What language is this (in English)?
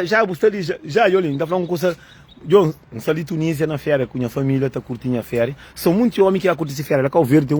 Kabuverdianu